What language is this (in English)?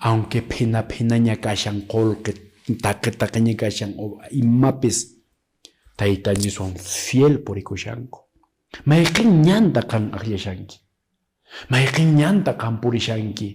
Quechua